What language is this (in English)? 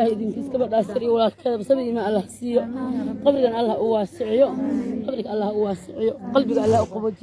Somali